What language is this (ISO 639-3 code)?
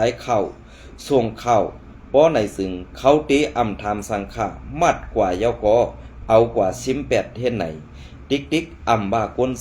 shn